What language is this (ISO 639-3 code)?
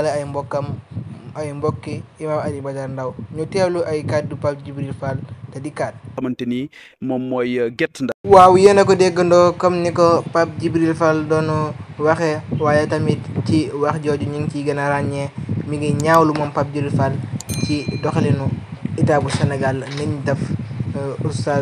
wol